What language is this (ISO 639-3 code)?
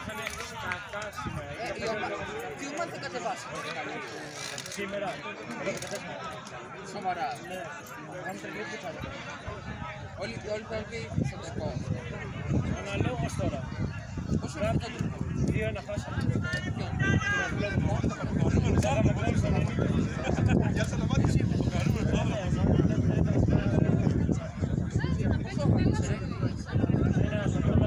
ell